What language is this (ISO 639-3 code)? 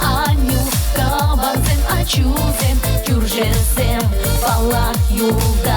chv